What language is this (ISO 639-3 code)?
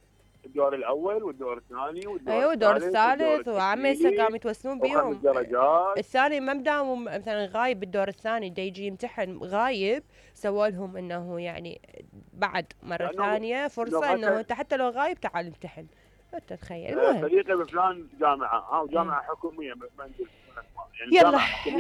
acm